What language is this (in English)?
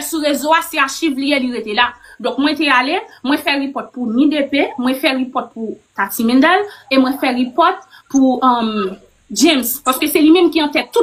Haitian Creole